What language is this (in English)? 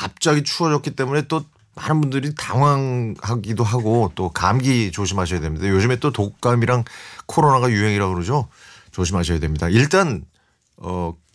Korean